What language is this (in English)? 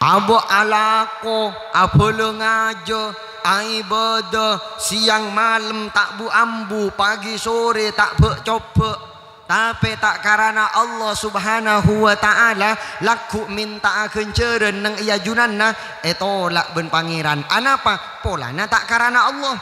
Madurese